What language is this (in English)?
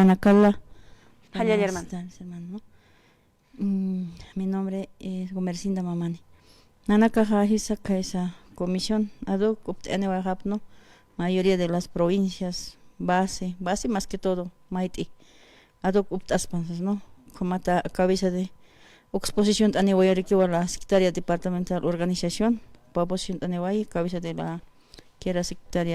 Aymara